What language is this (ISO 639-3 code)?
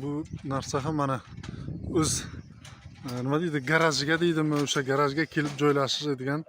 uzb